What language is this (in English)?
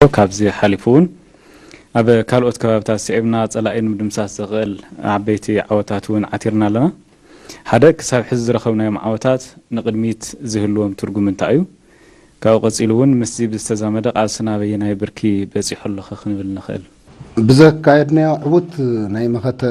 Tigrinya